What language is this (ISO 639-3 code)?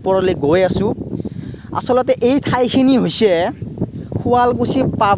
asm